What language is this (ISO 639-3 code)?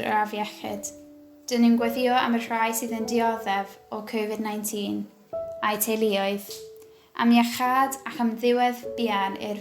cym